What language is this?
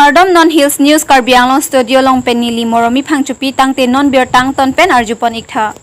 Karbi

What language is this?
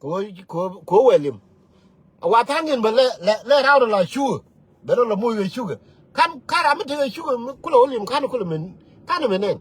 Nuer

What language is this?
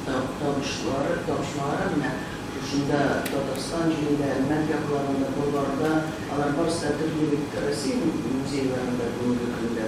Tatar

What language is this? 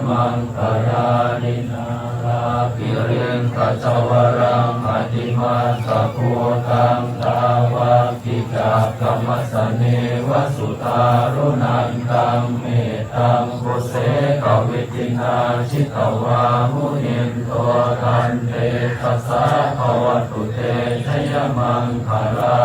Pali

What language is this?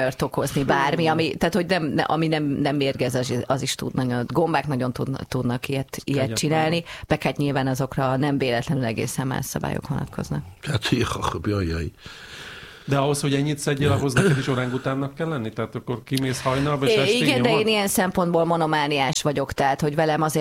Hungarian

